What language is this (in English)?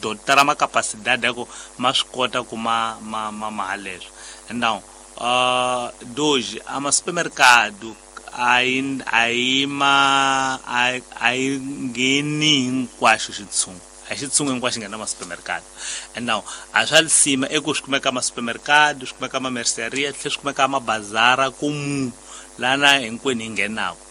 Tsonga